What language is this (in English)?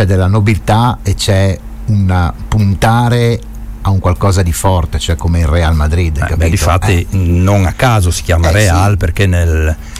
Italian